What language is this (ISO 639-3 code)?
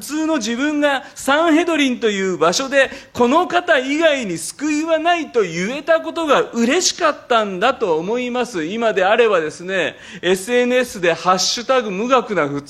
jpn